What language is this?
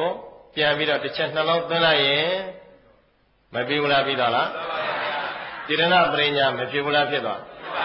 Burmese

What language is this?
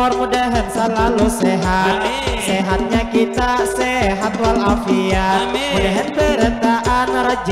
Banjar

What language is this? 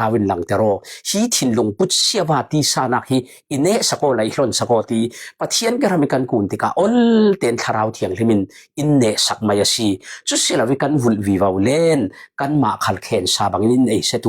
Falam Chin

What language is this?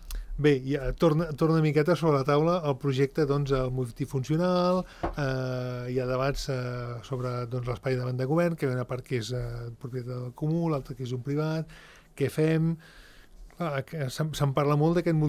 Catalan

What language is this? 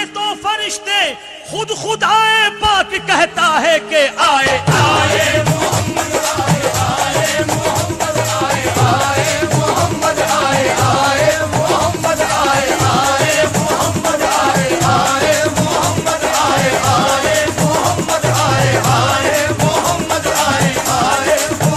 Urdu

